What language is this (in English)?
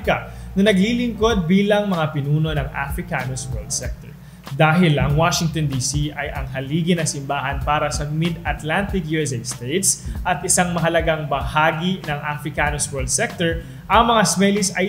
Filipino